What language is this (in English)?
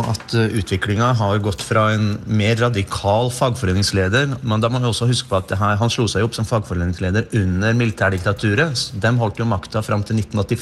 Norwegian